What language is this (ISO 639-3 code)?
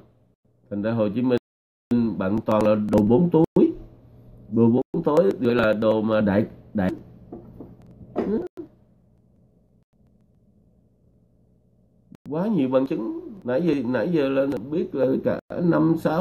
vie